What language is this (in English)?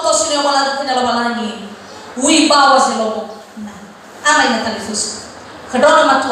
Nias